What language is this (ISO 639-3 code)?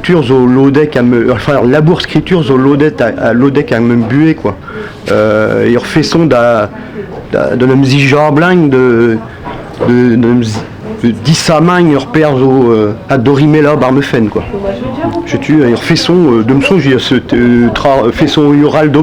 bre